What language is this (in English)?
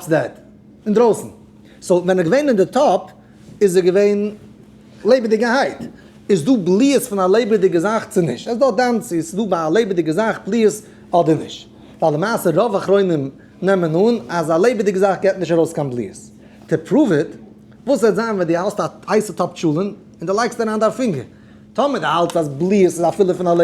Yiddish